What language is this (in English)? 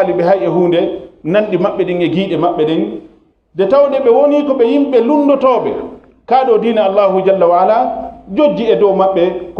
Fula